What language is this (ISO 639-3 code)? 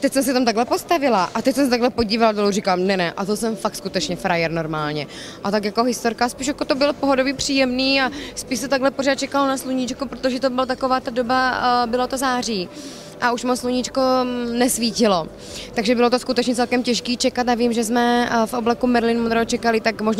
ces